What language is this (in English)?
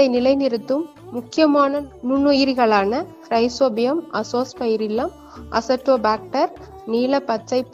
Tamil